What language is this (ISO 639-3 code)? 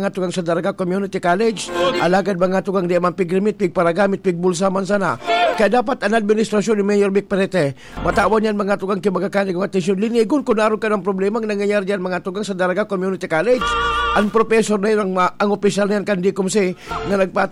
bik